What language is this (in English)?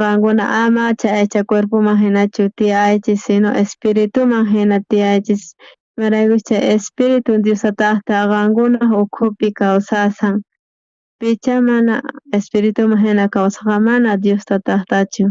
South Bolivian Quechua